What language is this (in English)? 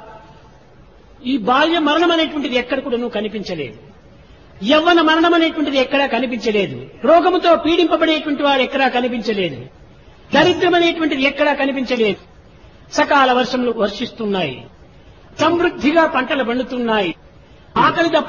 Telugu